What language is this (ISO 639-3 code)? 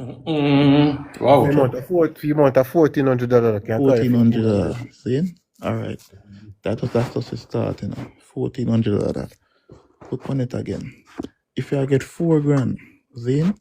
jam